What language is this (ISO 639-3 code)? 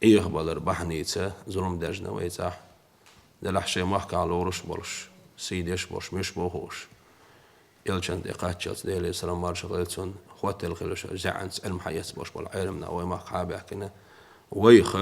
che